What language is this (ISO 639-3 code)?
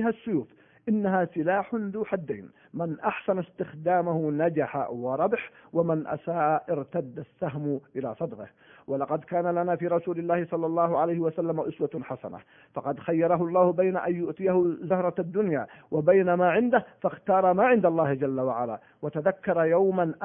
ara